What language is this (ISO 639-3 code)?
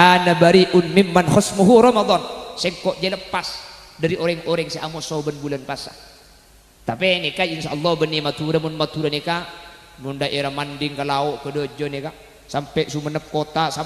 mad